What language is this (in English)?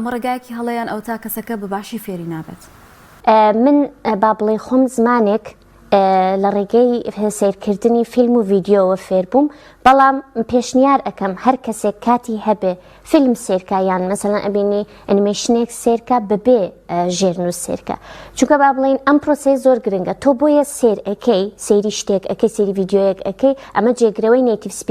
Central Kurdish